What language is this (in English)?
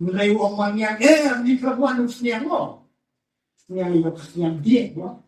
Khasi